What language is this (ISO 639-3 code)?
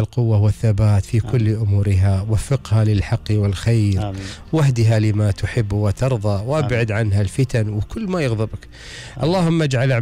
afb